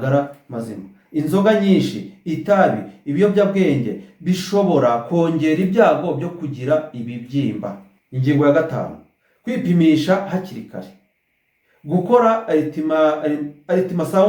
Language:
Kinyarwanda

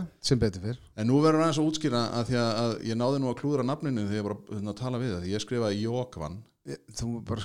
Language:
Icelandic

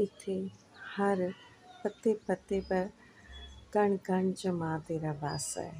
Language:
Dogri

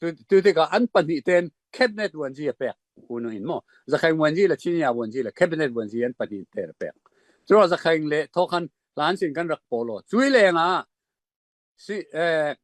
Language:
Falam Chin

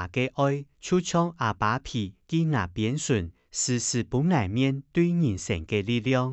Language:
Hakka Chinese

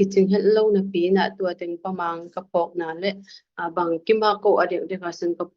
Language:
Tedim Chin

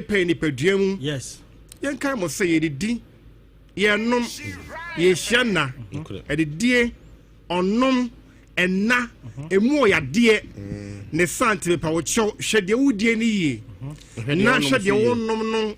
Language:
Akan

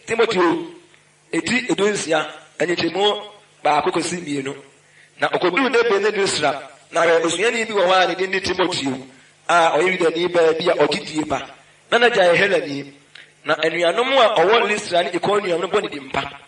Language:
Akan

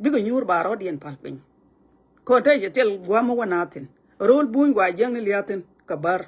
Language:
Nuer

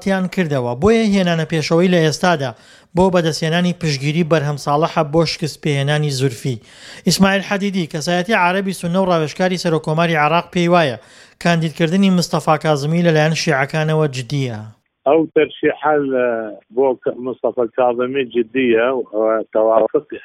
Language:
Central Kurdish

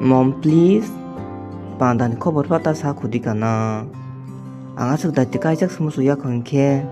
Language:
Kok Borok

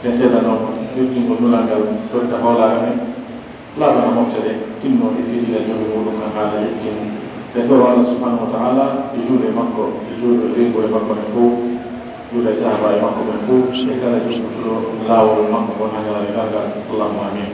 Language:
Fula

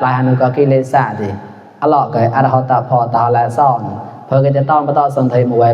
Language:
Mon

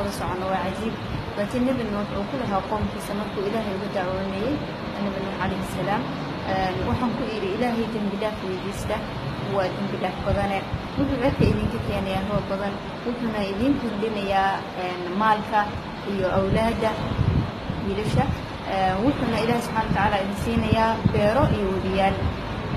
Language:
Somali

